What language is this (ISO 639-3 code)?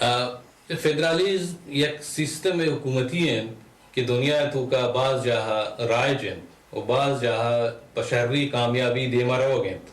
bal